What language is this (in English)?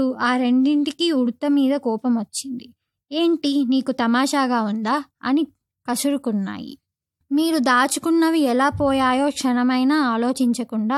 Telugu